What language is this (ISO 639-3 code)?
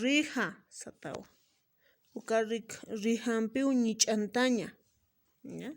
aym